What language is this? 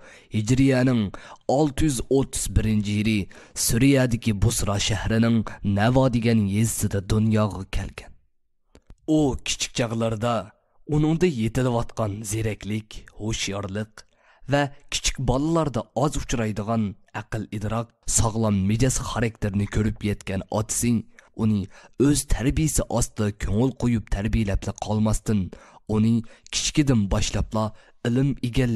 Uyghur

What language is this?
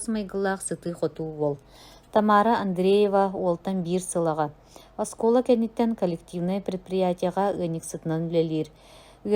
Yakut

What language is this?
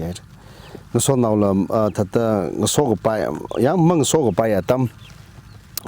Tangkhul Naga (India)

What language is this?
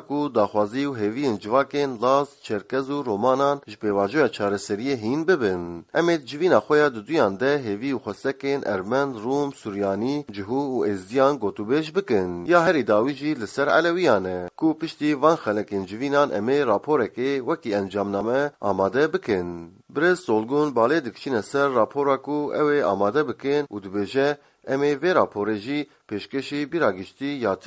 Kurdish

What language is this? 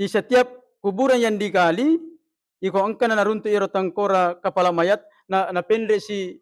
Buginese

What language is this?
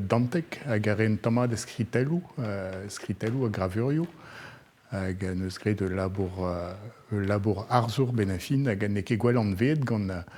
Breton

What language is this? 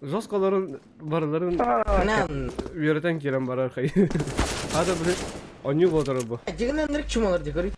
Yakut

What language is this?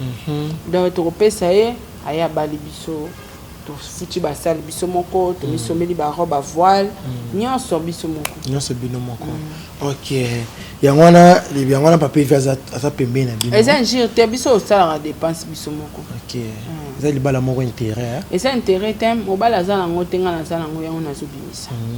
Lingala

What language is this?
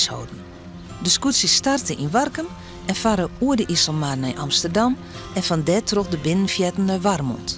Western Frisian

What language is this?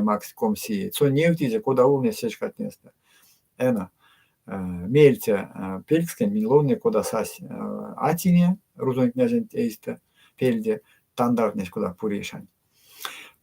Erzya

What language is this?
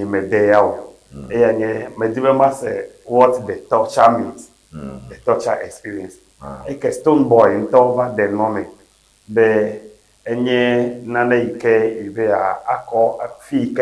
Ewe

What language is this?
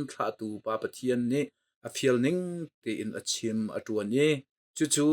Hakha Chin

